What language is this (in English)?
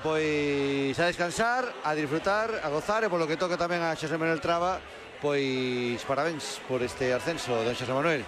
Galician